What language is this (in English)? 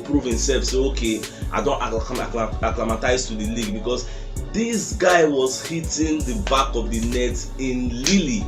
Nigerian Pidgin